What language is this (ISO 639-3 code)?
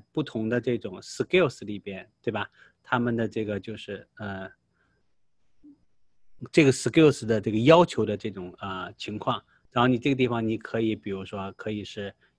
zho